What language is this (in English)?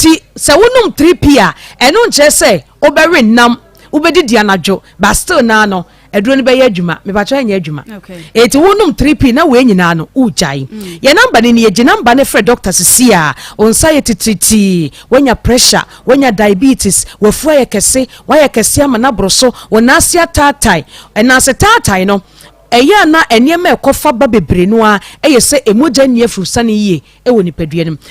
Akan